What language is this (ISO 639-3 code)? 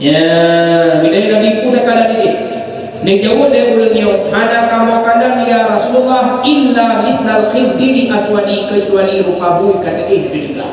ace